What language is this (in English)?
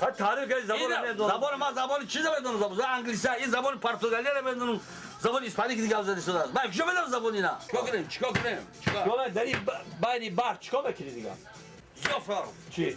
Tajik